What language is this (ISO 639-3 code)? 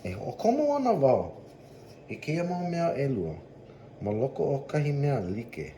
haw